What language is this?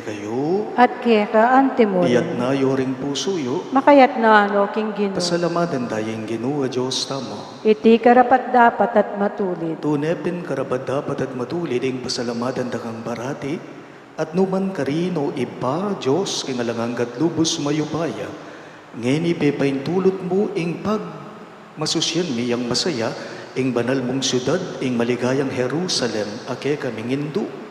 Pampanga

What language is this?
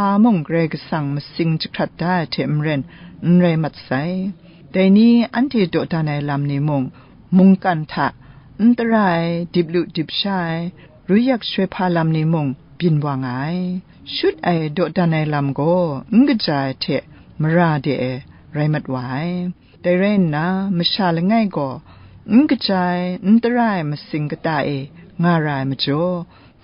Kachin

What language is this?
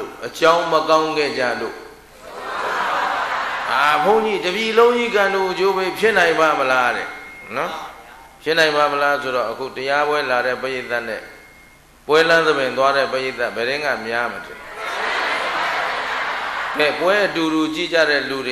Burmese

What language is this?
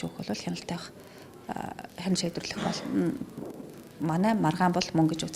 Mongolian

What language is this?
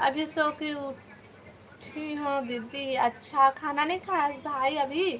Chhattisgarhi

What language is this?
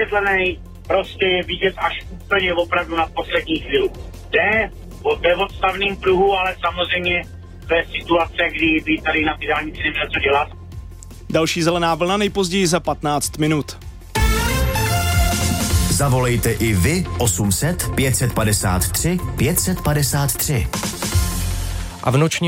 Czech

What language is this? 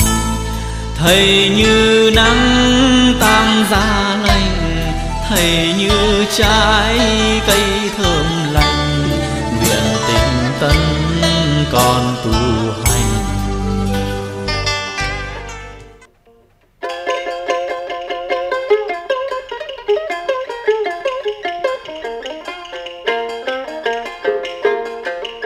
Vietnamese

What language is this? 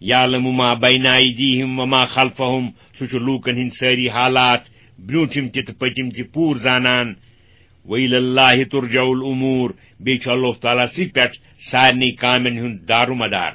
Kashmiri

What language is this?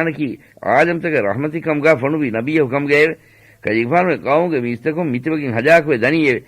Divehi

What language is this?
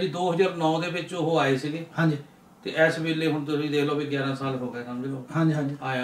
Punjabi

